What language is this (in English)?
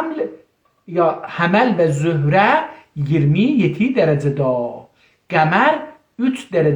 South Azerbaijani